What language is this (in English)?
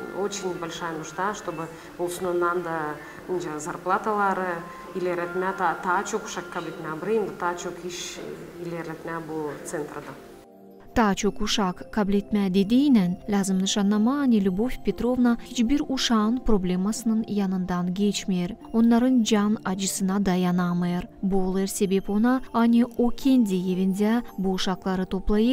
Gagauz